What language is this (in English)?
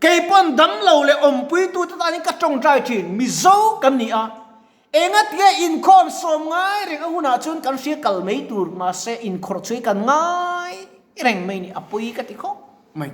Mizo